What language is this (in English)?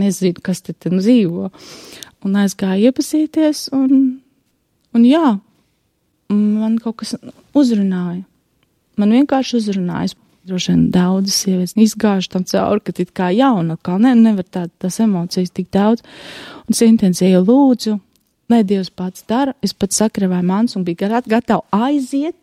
Latvian